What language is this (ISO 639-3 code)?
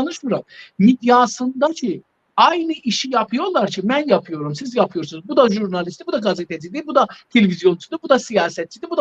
azb